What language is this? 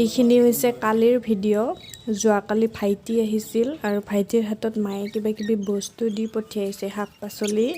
Assamese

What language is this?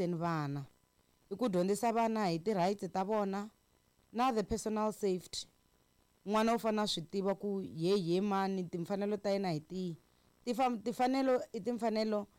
Tsonga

